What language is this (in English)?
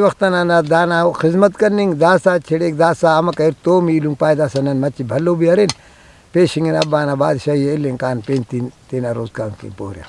Brahui